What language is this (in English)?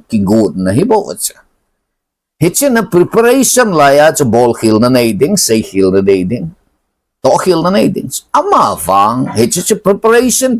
Thado Chin